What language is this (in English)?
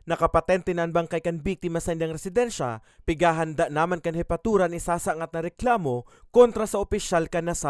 Bikol